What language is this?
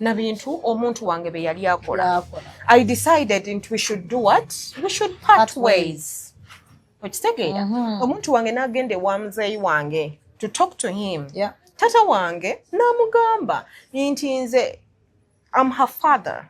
Ganda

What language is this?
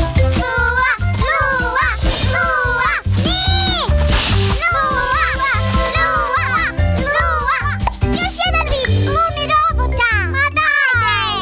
Croatian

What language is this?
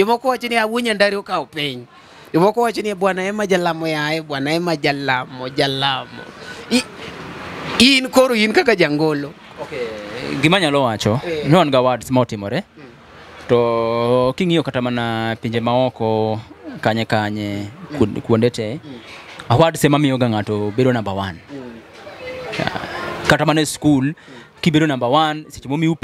Luo (Kenya and Tanzania)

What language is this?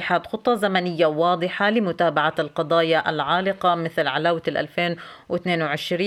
Arabic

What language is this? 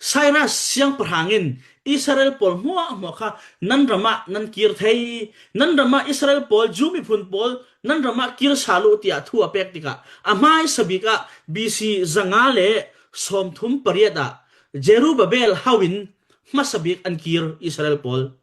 Falam Chin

